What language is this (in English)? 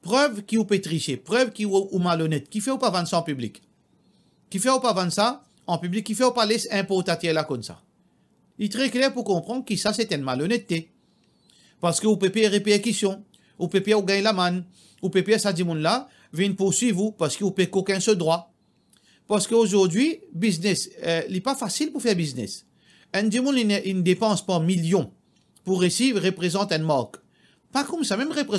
Morisyen